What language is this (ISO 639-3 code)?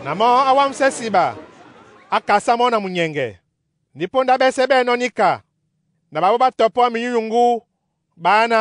dua